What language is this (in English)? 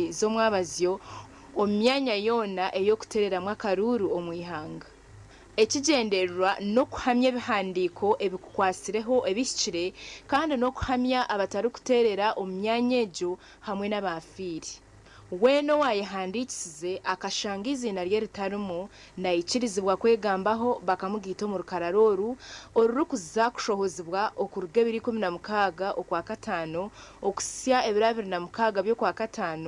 Nyankole